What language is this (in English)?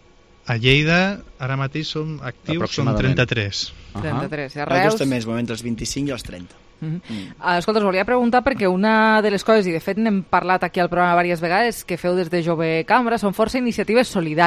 Catalan